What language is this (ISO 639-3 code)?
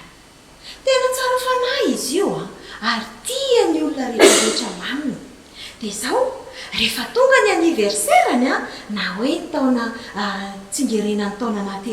mlg